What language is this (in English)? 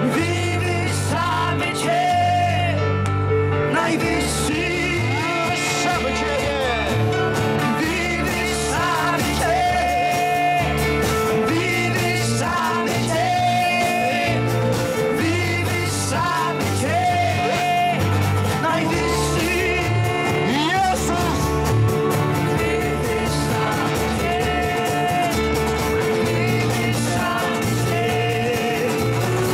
Polish